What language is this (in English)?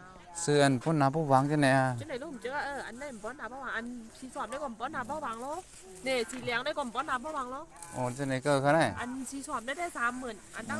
Shan